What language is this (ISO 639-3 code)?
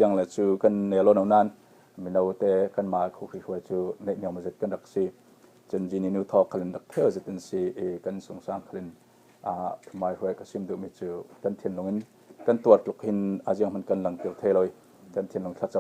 cfm